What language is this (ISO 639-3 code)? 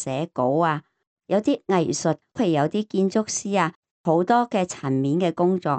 yue